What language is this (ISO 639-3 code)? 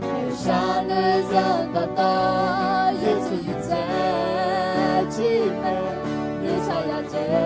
ahk